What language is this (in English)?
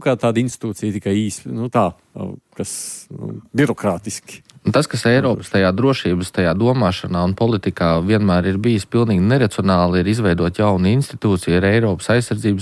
Latvian